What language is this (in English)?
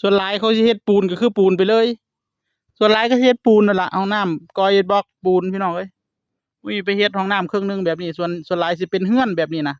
Northeastern Thai